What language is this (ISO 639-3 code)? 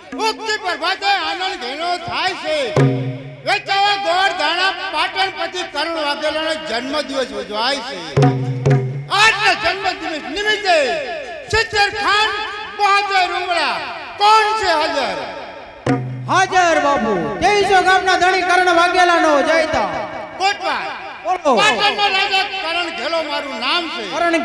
guj